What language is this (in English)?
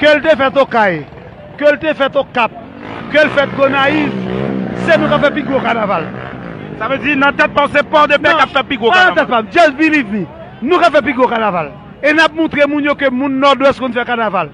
Haitian Creole